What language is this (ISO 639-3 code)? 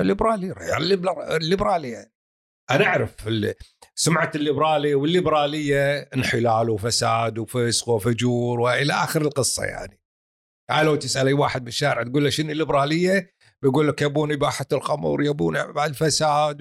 afb